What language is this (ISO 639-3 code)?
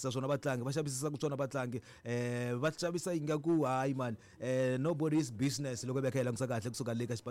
tso